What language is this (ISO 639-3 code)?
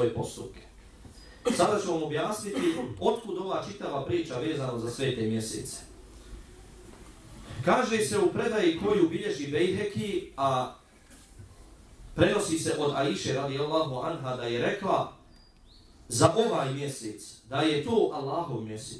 bos